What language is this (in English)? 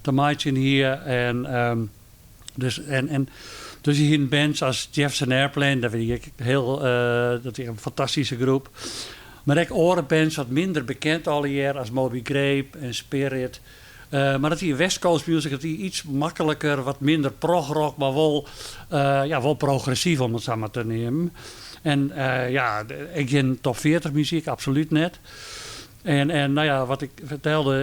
Western Frisian